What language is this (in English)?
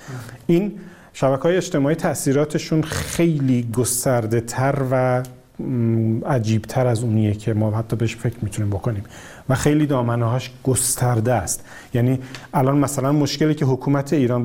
Persian